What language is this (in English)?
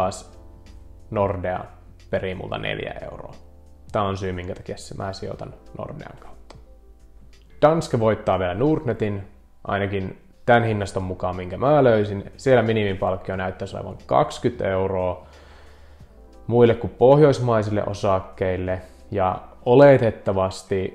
Finnish